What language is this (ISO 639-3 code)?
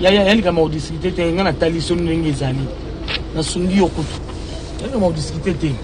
lin